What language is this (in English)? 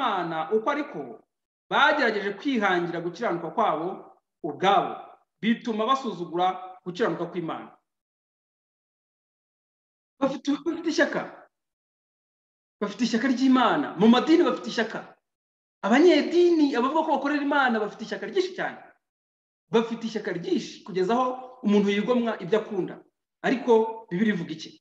Kinyarwanda